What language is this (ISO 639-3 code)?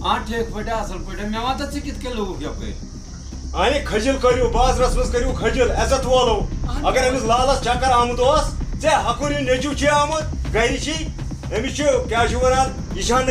kas